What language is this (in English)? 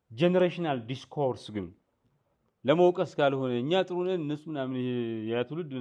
Amharic